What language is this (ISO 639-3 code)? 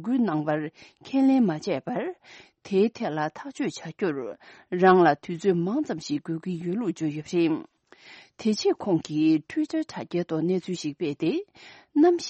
bod